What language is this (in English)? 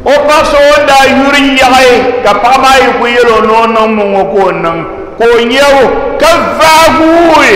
Dagbani